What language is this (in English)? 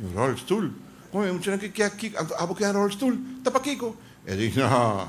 Papiamento